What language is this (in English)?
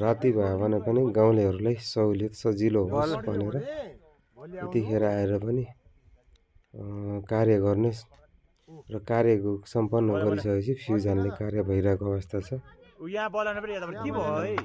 Nepali